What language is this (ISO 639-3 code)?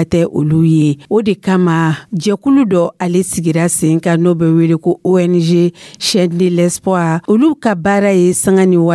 dyu